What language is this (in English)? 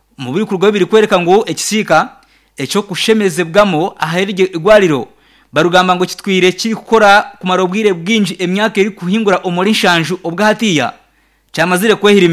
Nyankole